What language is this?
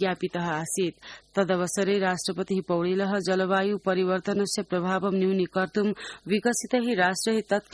Sanskrit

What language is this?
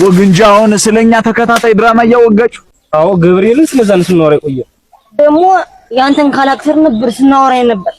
Amharic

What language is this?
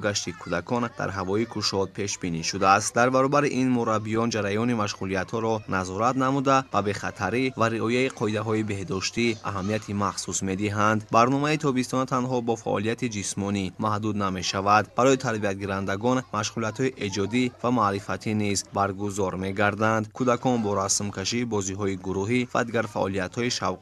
Tajik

